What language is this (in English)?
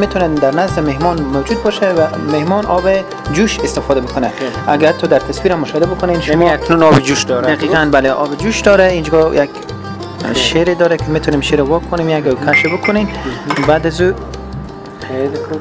Persian